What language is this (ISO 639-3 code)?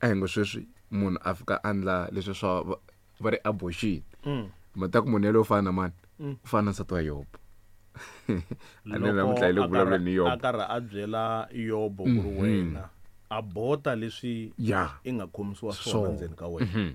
tso